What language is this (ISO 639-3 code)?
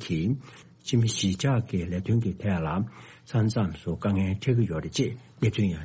bod